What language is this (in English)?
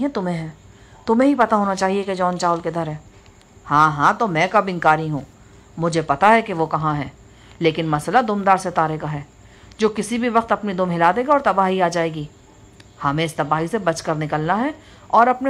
Urdu